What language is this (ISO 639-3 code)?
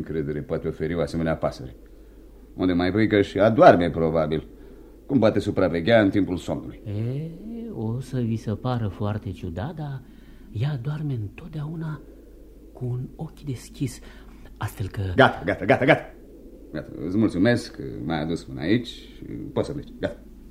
ron